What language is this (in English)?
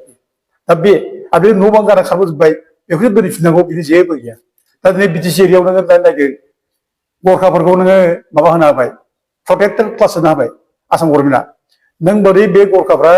Bodo